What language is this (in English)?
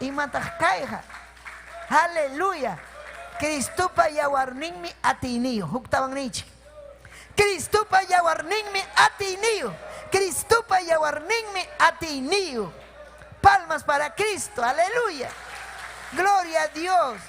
Ayacucho Quechua